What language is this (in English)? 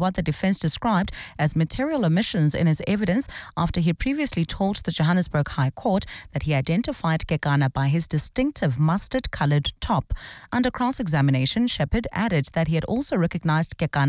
English